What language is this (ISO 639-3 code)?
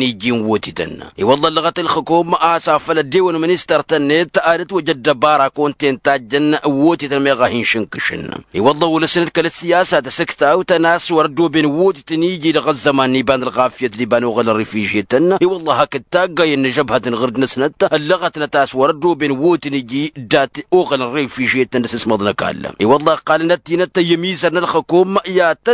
taq